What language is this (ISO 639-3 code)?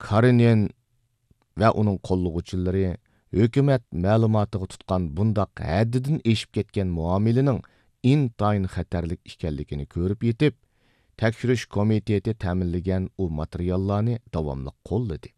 uig